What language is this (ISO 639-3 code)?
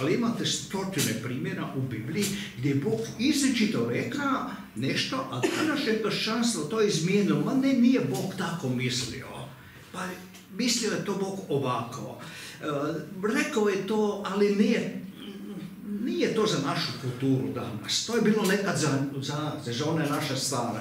hrv